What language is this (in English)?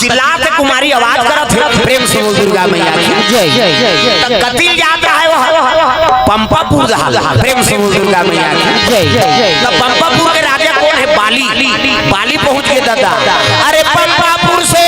Chhattisgarhi